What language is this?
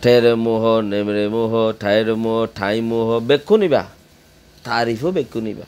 Rohingya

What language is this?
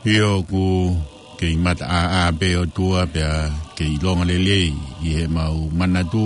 Tongan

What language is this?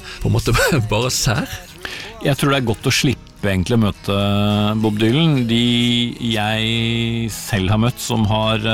Norwegian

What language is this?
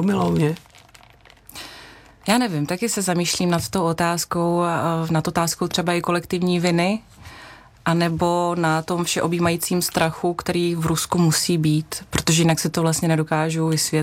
Czech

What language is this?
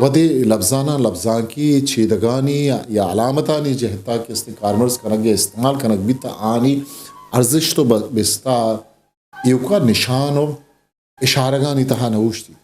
Eastern Balochi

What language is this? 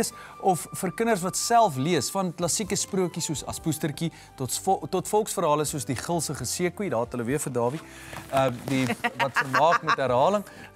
Afrikaans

